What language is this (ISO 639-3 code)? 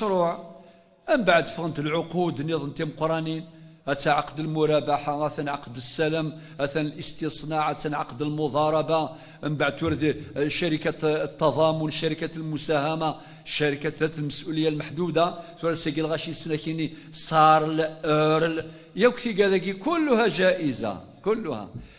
kab